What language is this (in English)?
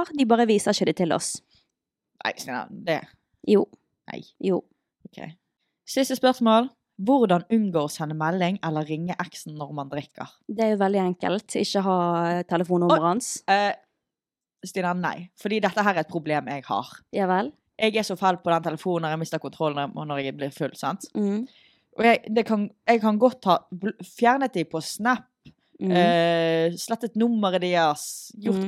Norwegian